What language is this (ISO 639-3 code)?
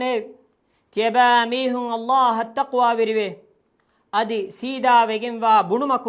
div